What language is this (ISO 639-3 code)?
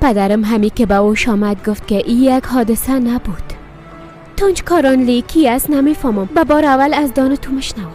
fas